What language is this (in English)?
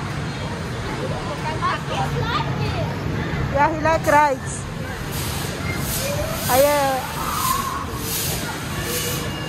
Filipino